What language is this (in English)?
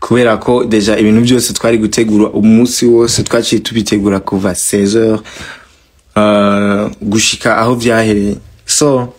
Rundi